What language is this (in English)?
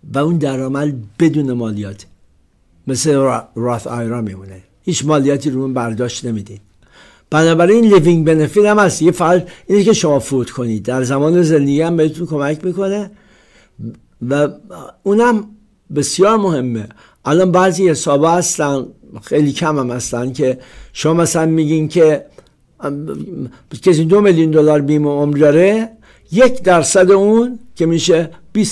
Persian